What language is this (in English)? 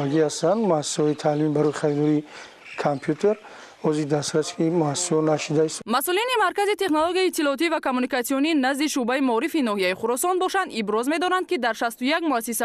Tajik